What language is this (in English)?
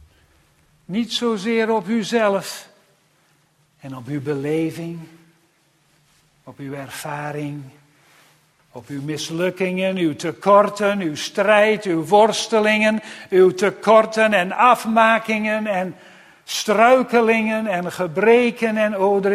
Dutch